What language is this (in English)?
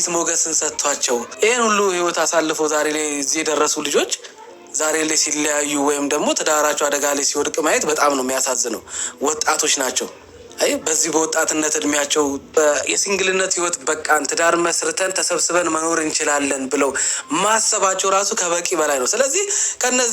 Amharic